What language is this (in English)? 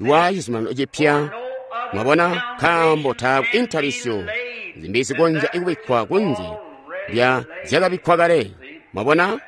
Tonga (Zambia)